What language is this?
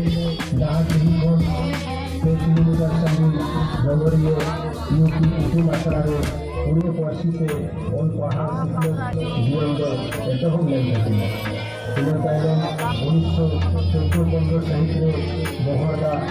Santali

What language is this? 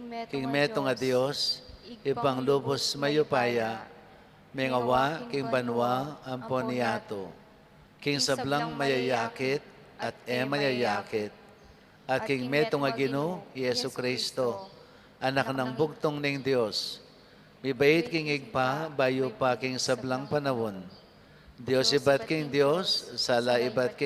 Pampanga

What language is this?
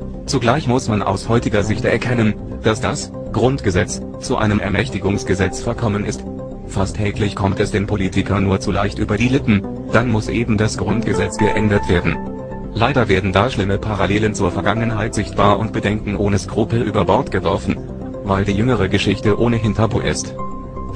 German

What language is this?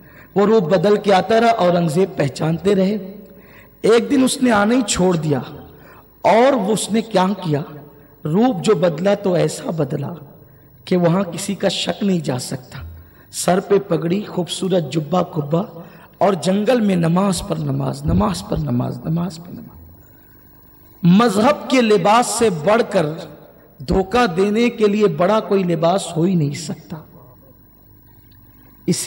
Urdu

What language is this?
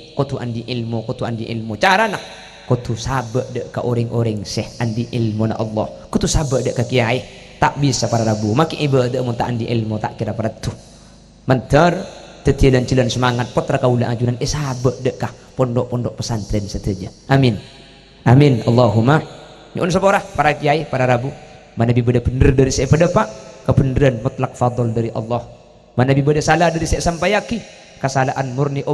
Madurese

